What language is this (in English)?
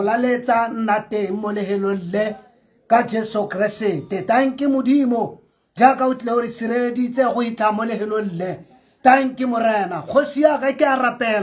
Tswana